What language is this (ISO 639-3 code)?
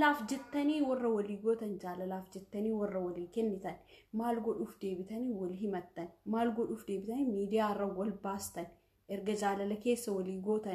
orm